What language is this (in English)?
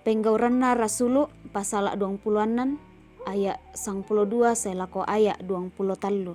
Toraja-Sa'dan